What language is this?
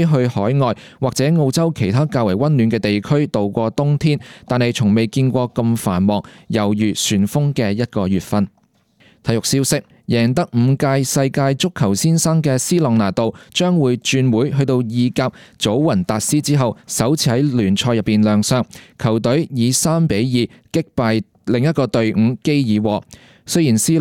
Cantonese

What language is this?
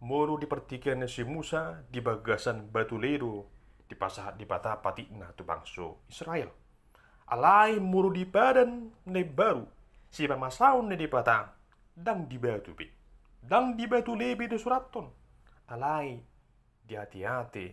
Batak Toba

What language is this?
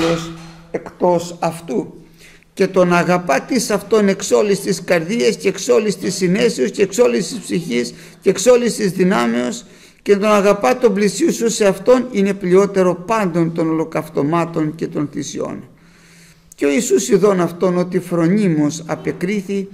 Greek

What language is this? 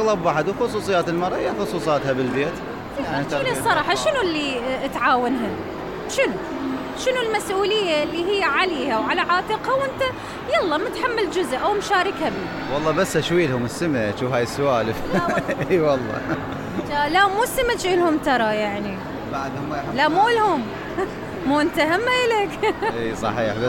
Mesopotamian Arabic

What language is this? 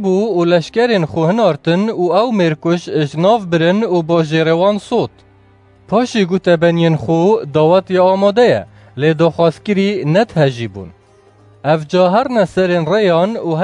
Kurdish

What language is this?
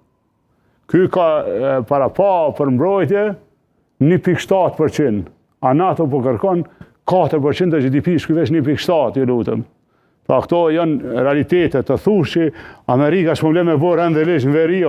Albanian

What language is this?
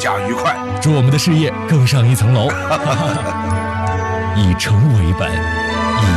Chinese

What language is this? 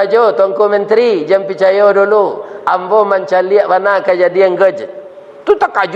Minangkabau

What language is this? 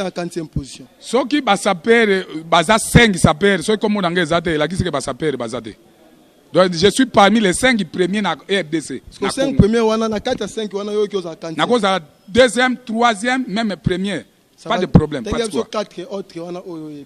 Lingala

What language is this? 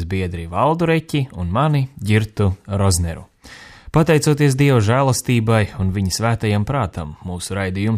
Latvian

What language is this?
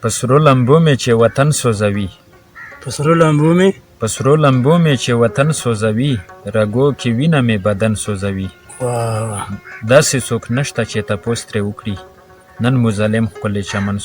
Pashto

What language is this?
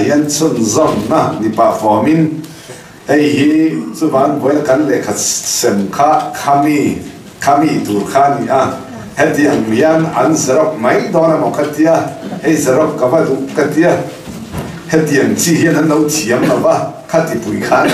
Mizo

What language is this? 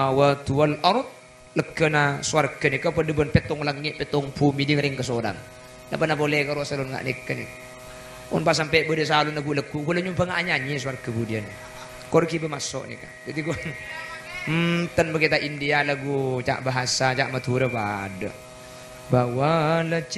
Madurese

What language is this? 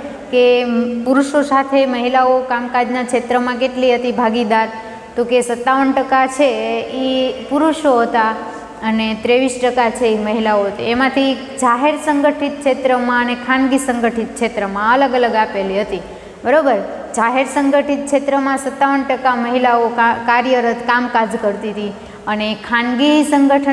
Gujarati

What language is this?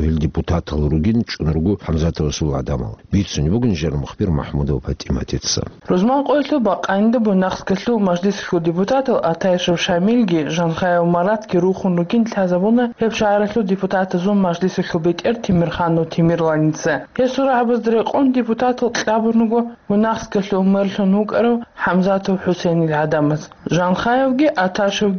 Avaric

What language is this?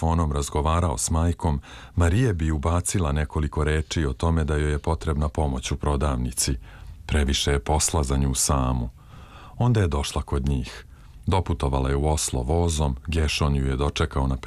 Serbian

